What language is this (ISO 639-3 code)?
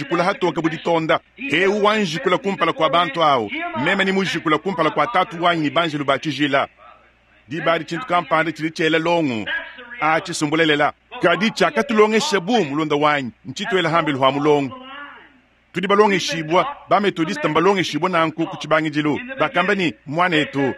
lua